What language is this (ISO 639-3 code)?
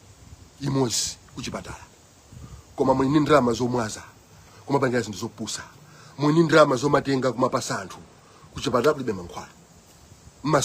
nya